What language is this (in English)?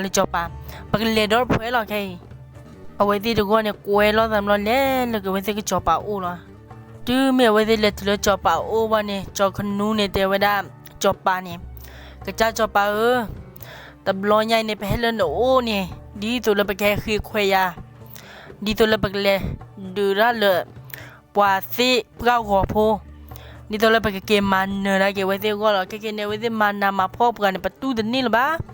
S'gaw Karen